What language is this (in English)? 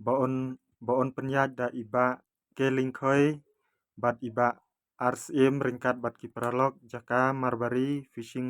Khasi